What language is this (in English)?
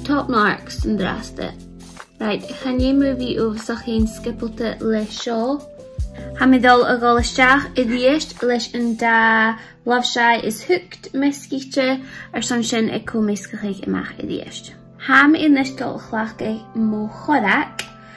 Scottish Gaelic